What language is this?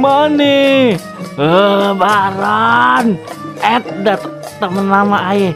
Betawi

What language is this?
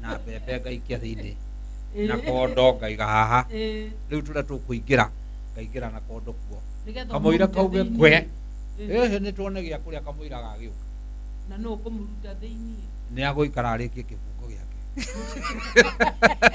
Kikuyu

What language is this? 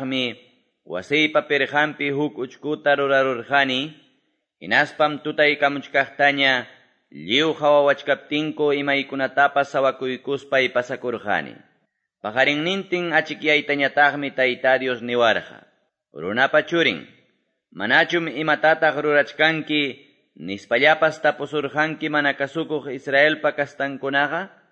Quechua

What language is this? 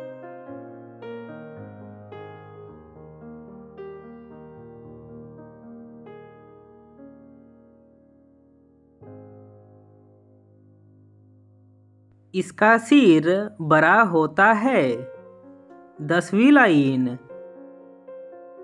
Hindi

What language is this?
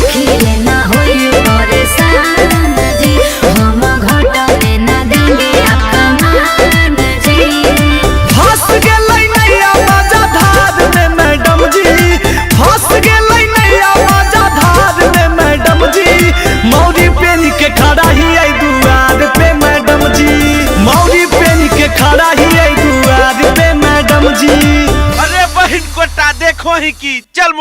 Magahi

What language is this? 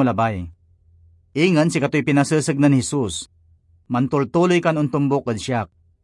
Pangasinan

